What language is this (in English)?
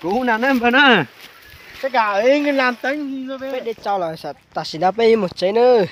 Hmong